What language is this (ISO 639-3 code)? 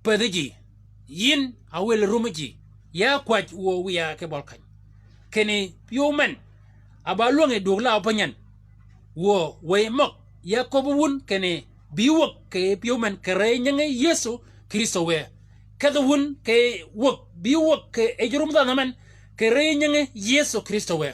shk